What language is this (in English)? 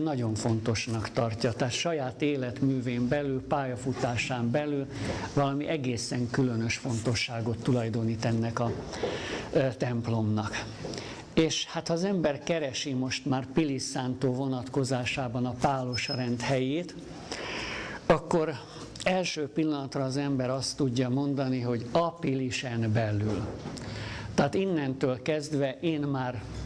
Hungarian